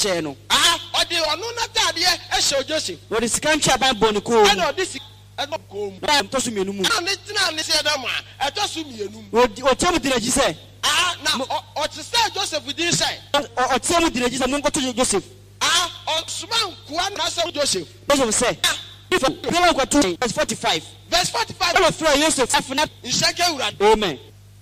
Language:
Akan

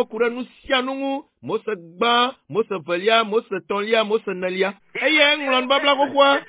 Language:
Ewe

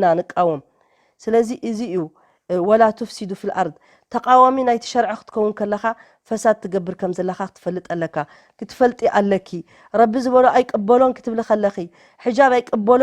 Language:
Tigrinya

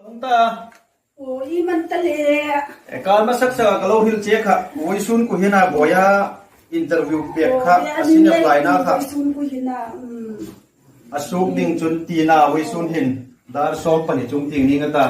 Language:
Hmar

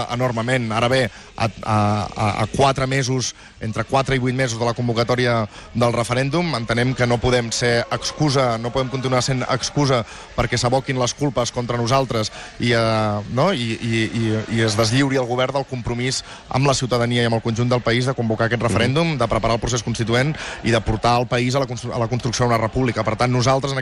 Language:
Catalan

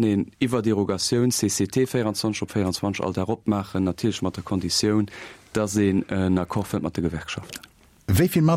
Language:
Luxembourgish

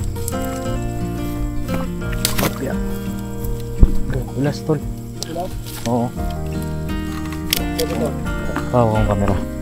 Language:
Filipino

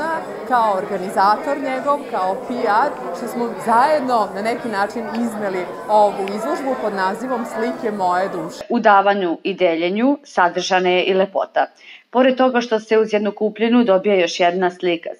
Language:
Serbian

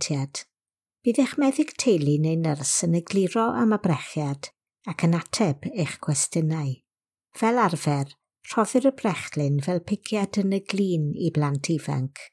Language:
Welsh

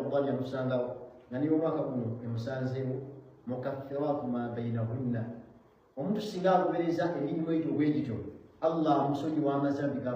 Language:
Ganda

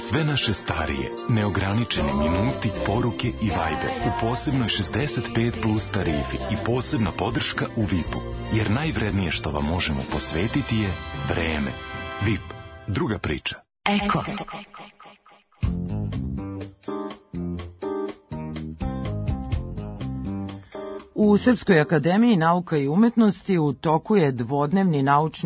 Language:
Serbian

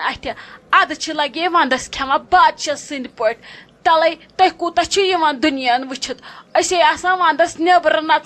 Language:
Kashmiri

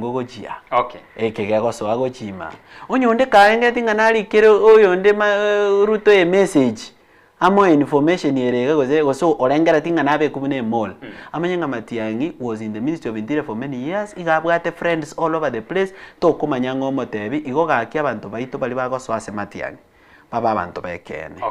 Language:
Gusii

